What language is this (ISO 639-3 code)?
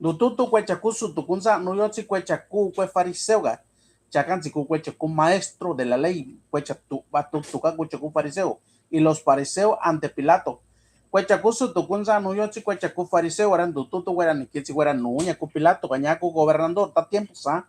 mix